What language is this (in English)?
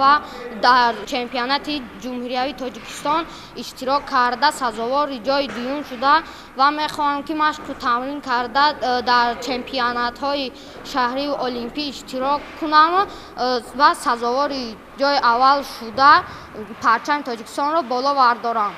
Tajik